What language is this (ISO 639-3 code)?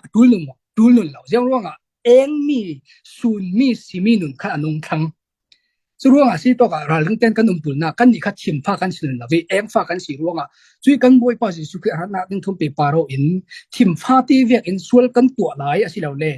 cfm